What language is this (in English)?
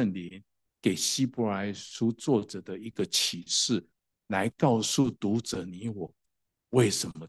Chinese